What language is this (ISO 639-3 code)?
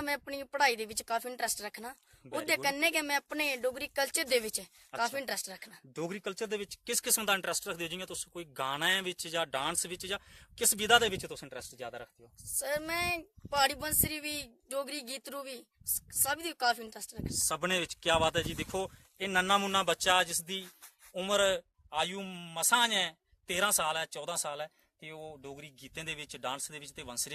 doi